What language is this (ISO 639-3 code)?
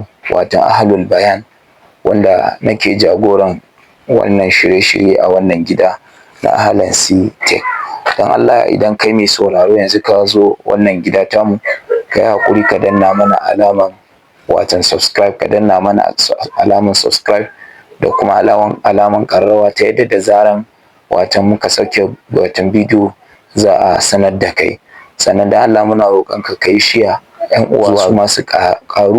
hau